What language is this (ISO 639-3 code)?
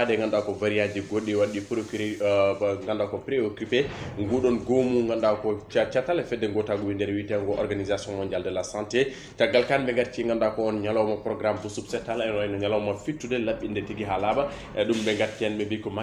ful